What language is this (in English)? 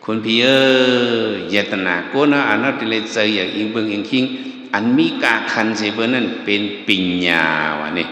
Shan